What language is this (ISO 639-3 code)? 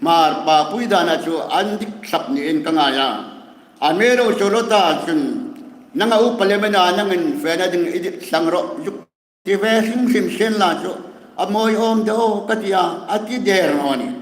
hmr